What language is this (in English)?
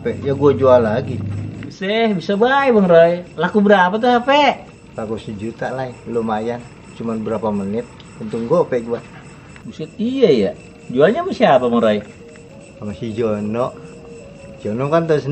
Betawi